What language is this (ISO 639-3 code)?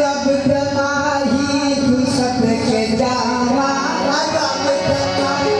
skr